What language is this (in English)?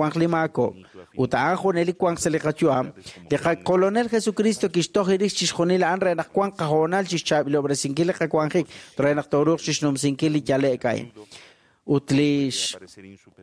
Kekchí